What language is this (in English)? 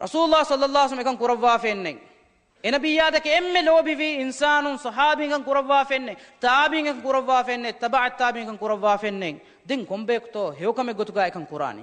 Divehi